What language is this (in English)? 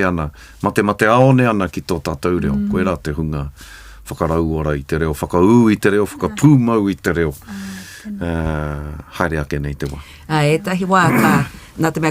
Māori